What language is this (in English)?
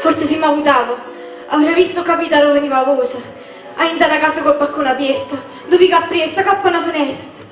Neapolitan